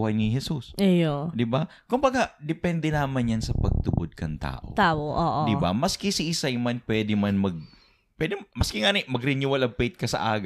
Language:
Bikol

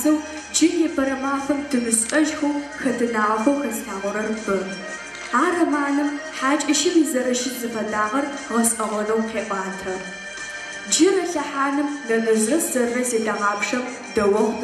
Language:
Adyghe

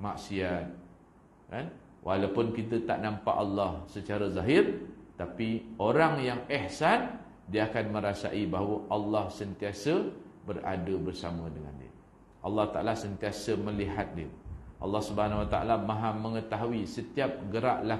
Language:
Malay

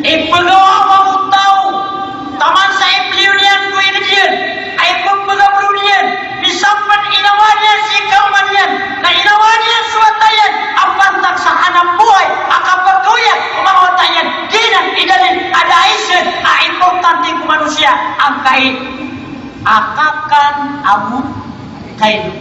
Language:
Maranao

